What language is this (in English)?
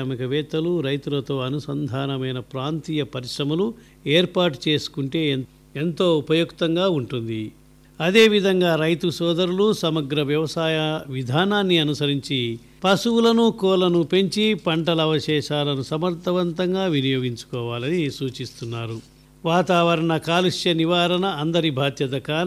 Telugu